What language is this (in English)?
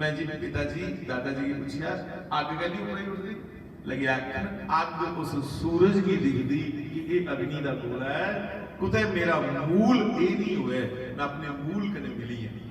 Dogri